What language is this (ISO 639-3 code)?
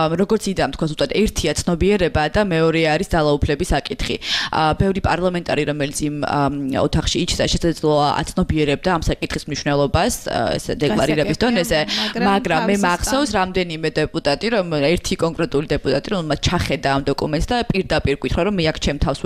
kat